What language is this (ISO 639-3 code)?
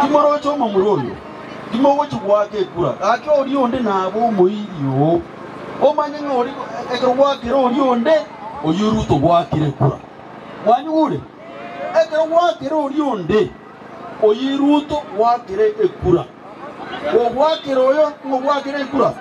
guz